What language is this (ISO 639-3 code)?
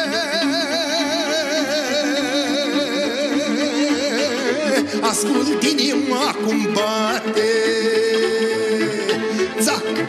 ron